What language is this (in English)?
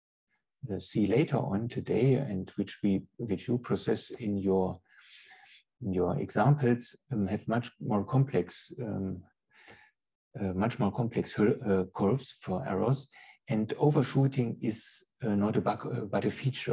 English